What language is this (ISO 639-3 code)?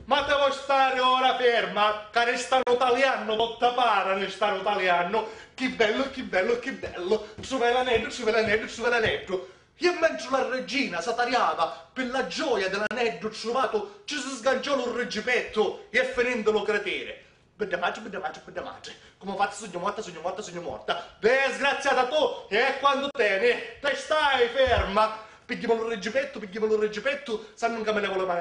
scn